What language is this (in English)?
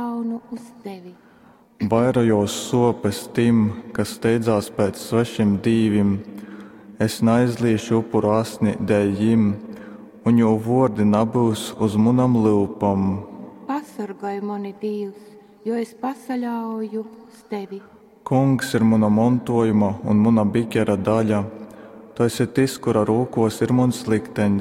Latgalian